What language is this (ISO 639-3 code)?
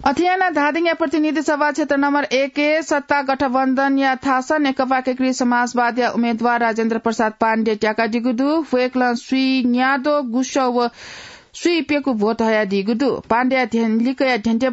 new